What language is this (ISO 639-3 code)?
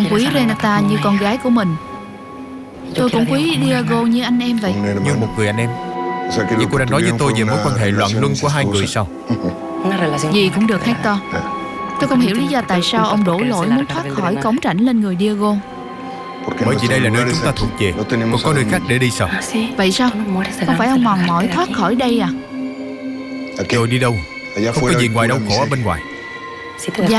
vie